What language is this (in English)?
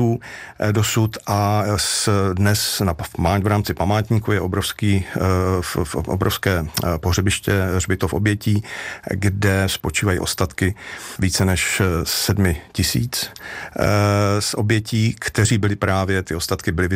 Czech